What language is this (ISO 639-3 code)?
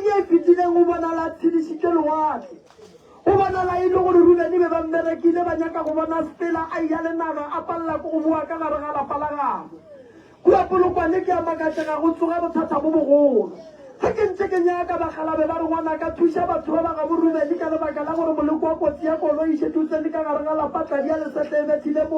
nso